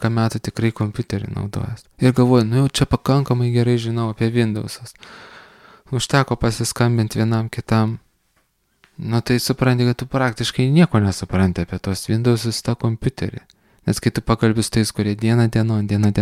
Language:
Lithuanian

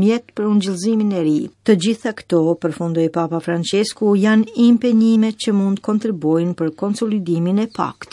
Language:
Albanian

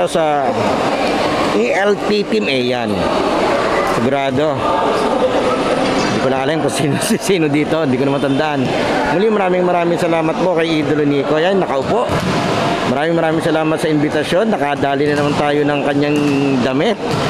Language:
Filipino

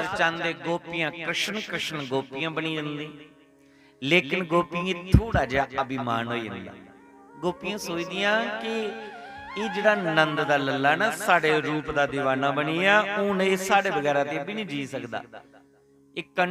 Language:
Dogri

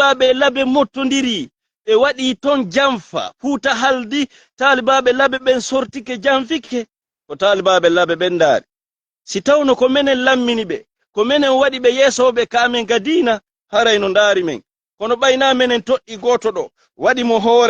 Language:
Fula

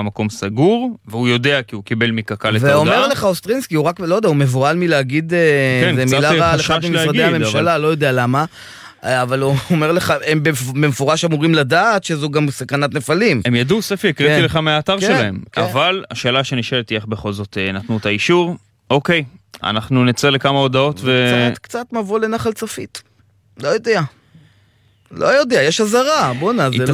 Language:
Hebrew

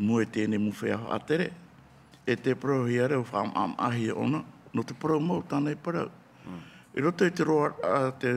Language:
Tahitian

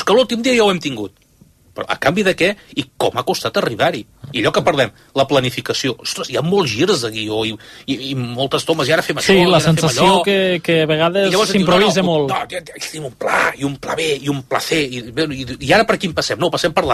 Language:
Catalan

